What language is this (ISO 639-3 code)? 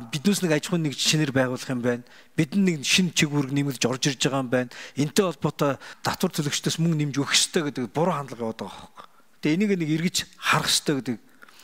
mon